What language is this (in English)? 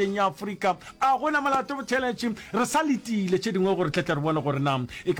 Northern Sotho